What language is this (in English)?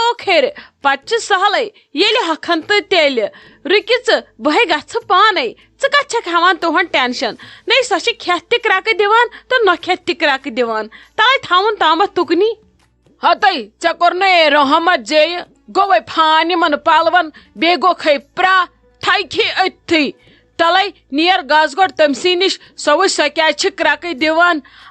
Kashmiri